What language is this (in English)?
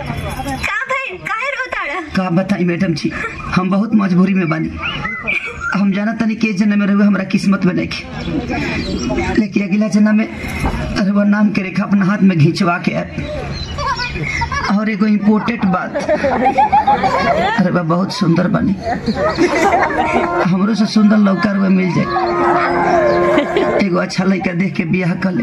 Bhojpuri